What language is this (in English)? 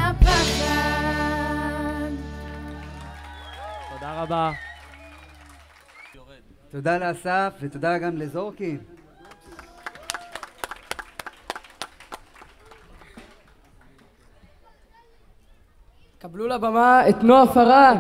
Hebrew